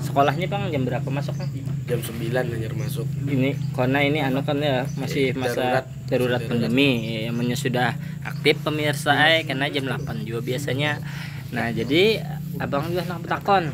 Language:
Banjar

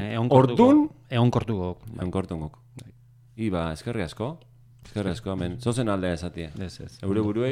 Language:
Basque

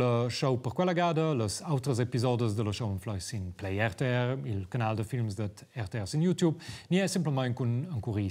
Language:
Romansh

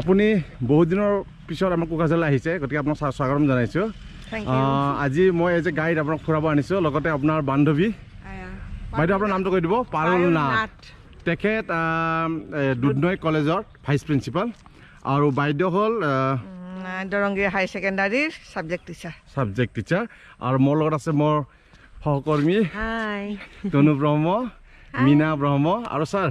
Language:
Assamese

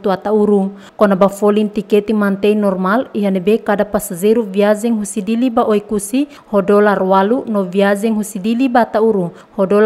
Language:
Tetum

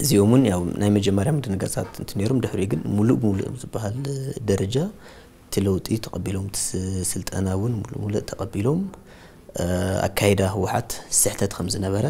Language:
Tigrinya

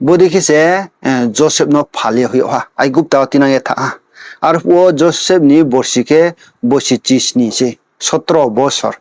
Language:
Riang (India)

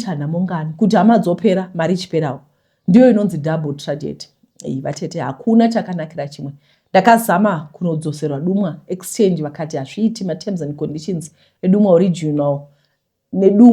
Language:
Shona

